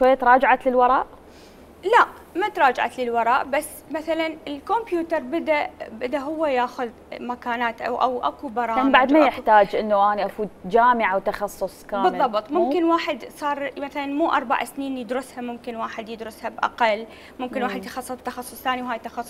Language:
Mesopotamian Arabic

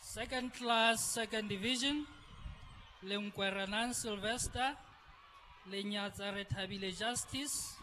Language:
Southern Sotho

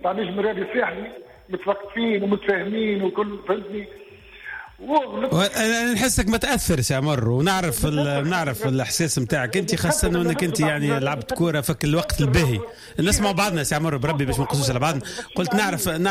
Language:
Tunisian Arabic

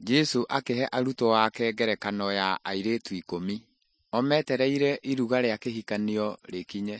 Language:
Kikuyu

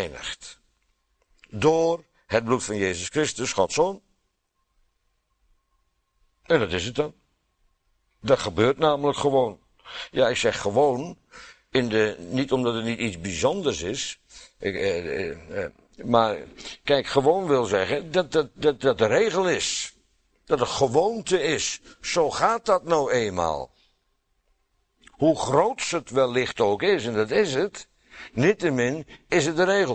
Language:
Dutch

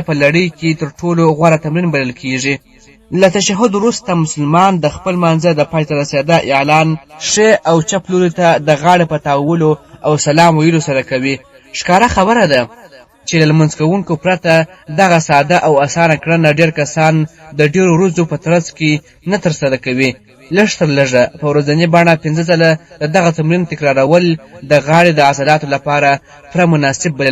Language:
Pashto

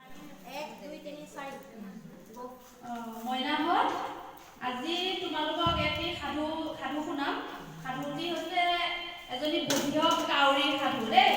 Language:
Assamese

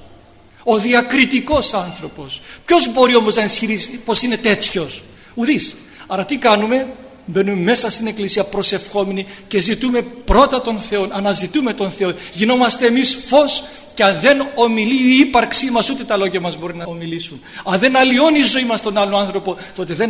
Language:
Greek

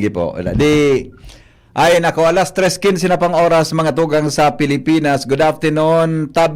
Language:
Bikol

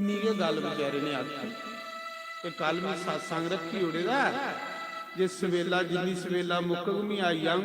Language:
Dogri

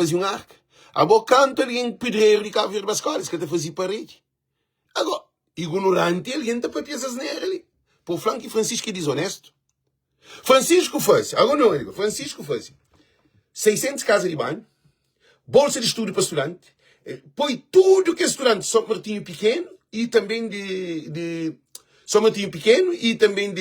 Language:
Kabuverdianu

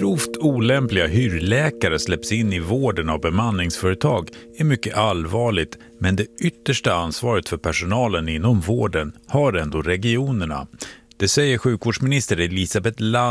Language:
Swedish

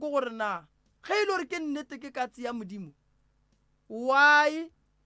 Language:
Northern Sotho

